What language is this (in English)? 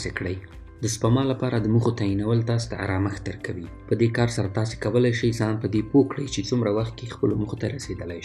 Pashto